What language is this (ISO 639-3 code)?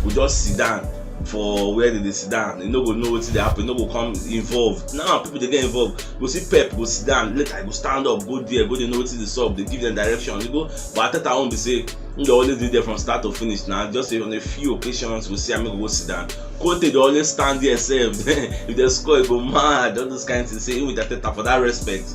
pcm